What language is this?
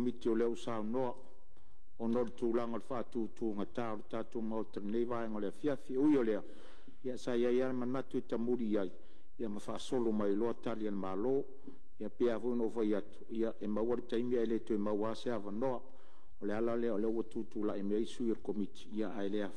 Samoan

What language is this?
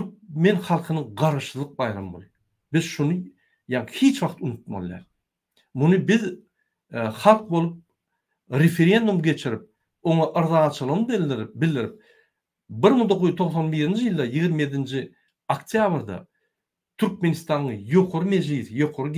Turkmen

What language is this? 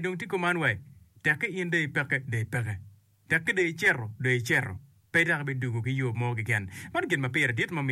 Acoli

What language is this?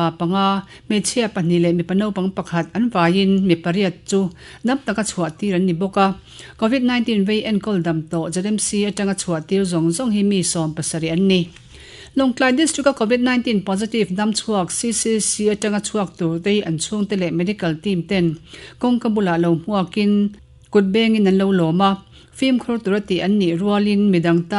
Mizo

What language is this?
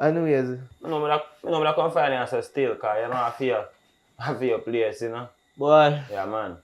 Jamaican Creole English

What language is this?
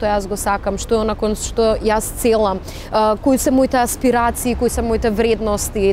Macedonian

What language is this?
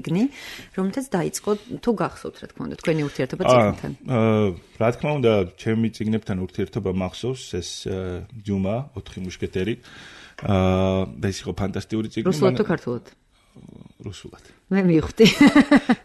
Georgian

